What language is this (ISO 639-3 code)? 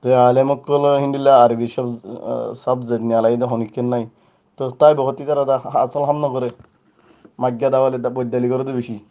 rhg